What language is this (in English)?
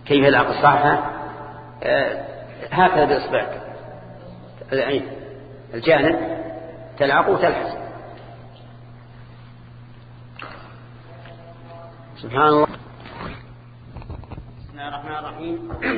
Arabic